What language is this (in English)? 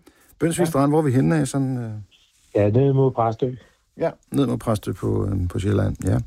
Danish